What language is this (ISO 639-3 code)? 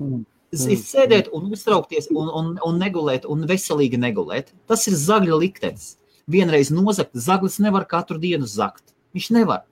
lav